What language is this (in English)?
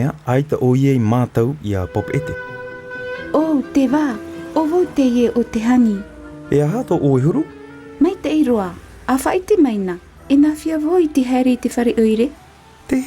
Tahitian